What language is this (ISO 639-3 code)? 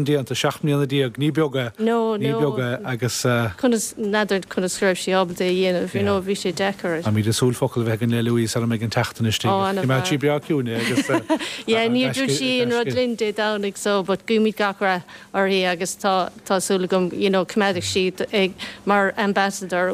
gle